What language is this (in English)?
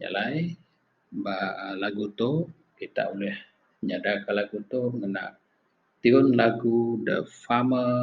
Iban